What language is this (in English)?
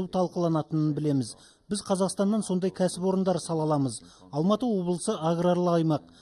Kazakh